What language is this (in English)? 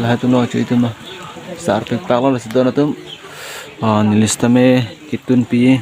Karbi